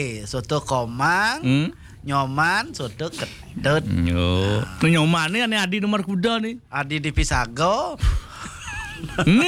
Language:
Balinese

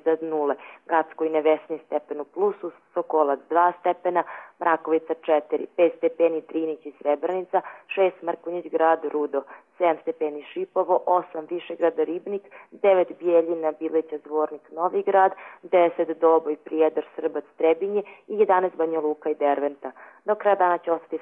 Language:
Croatian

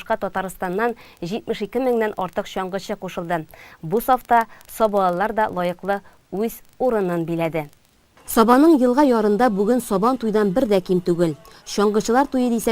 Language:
Tatar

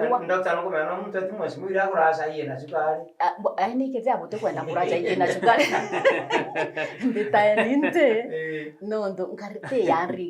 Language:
Meru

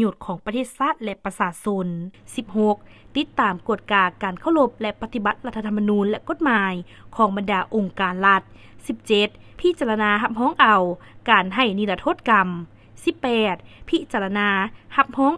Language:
Lao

